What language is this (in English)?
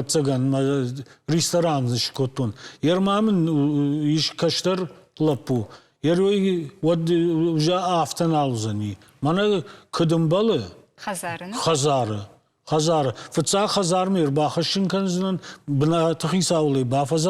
Ossetic